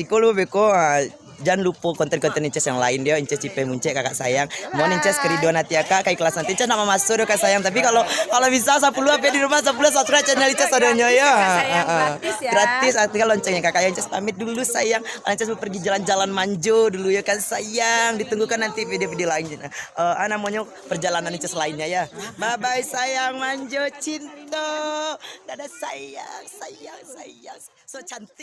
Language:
Minangkabau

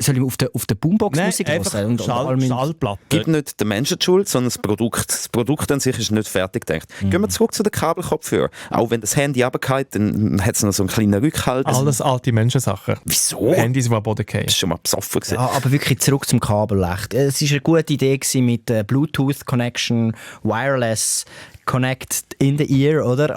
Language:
Swiss German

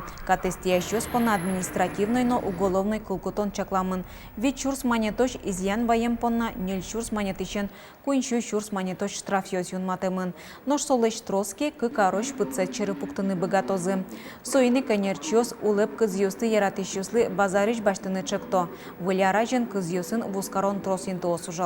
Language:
Udmurt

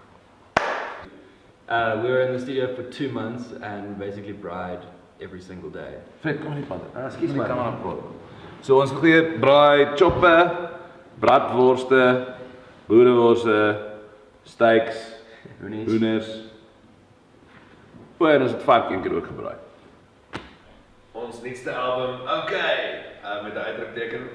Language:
Afrikaans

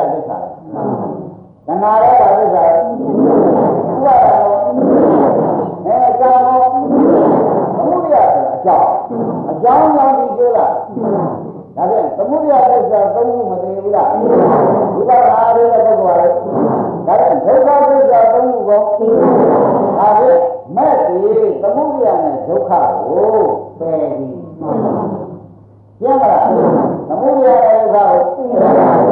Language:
Burmese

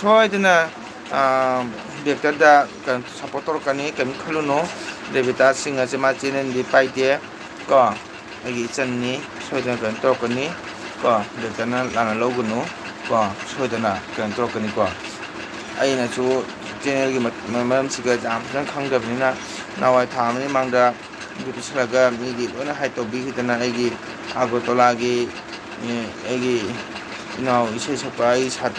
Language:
Manipuri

